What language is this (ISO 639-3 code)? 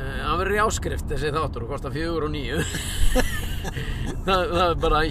isl